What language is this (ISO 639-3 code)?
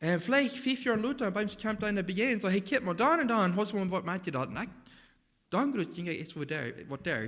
pdt